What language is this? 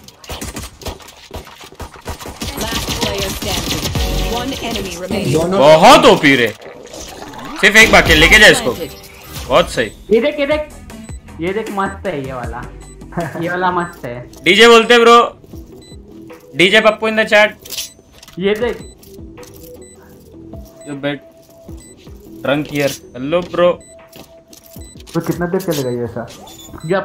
Hindi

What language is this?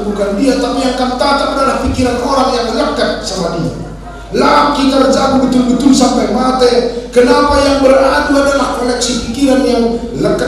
Batak Karo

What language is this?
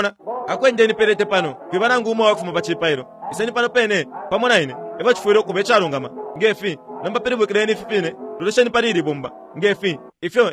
Bemba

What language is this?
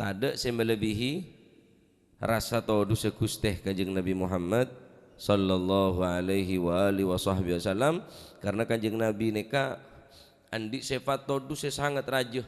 Madurese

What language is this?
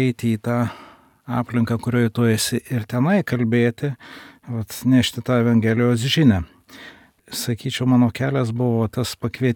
Lithuanian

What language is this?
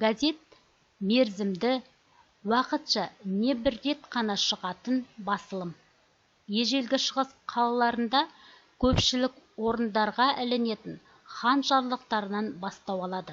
Kazakh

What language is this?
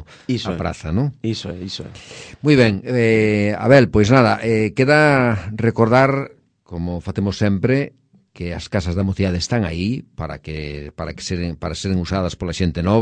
Galician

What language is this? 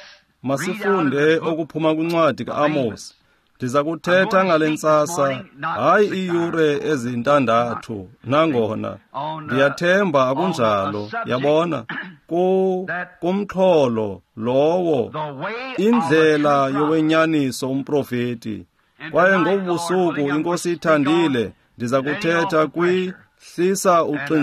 Xhosa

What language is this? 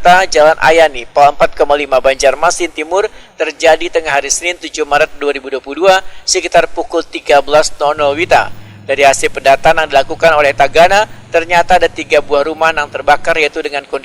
Banjar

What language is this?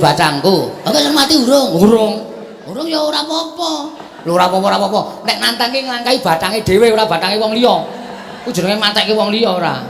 Javanese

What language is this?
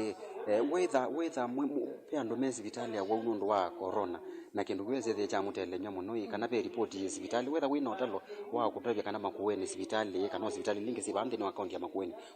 Kamba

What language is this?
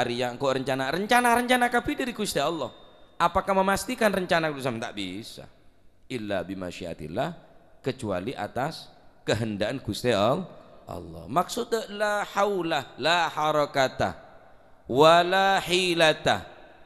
Madurese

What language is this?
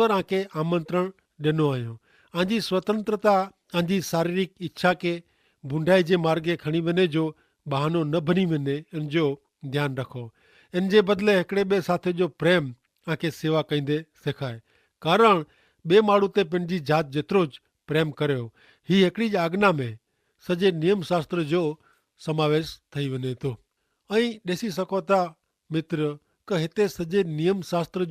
Kachhi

